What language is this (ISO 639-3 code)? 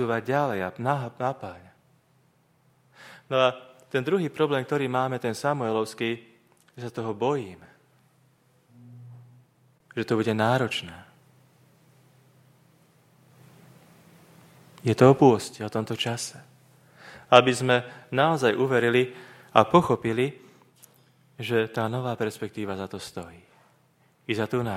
slk